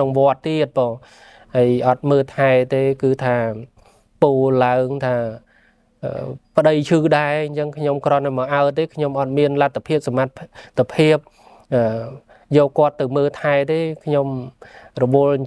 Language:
Khmer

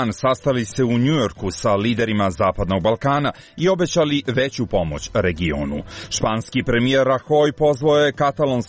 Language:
Serbian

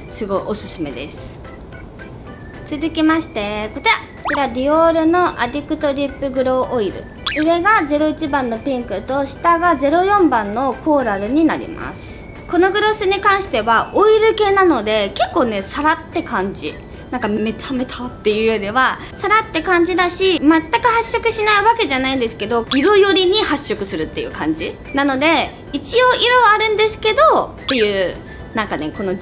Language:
Japanese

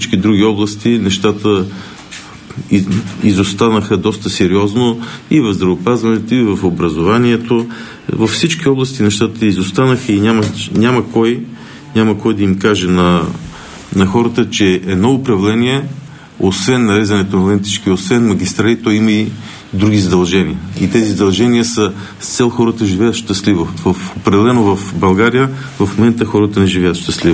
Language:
Bulgarian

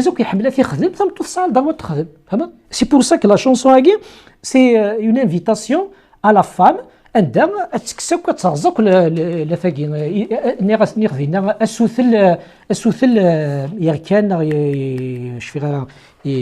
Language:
Kabyle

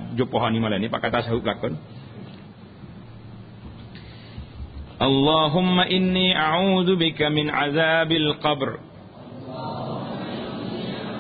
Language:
Malay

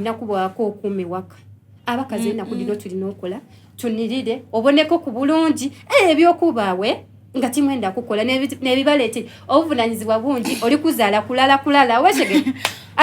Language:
Soga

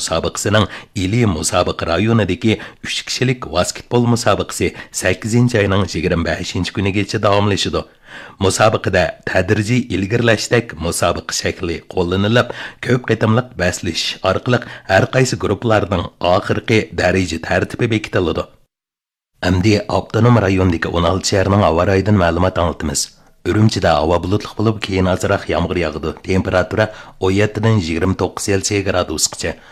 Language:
Uyghur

